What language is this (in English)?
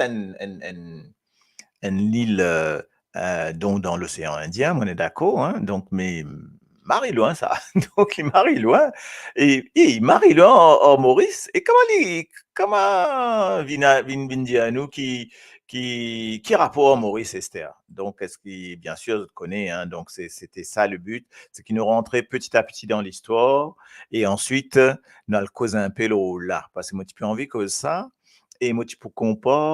Morisyen